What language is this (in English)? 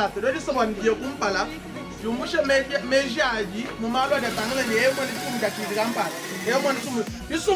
Luba-Lulua